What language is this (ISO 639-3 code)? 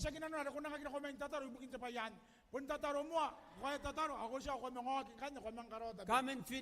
gil